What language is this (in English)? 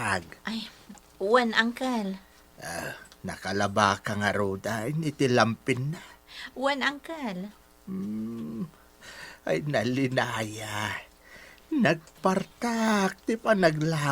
Iloko